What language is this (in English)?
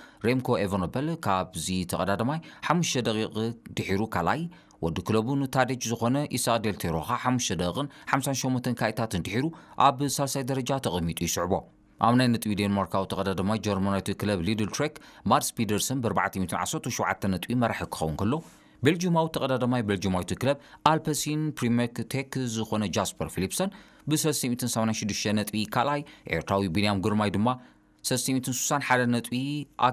Tigrinya